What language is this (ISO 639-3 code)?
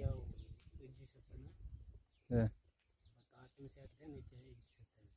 amh